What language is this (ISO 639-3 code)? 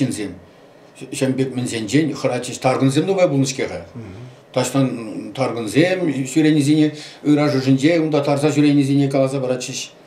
chv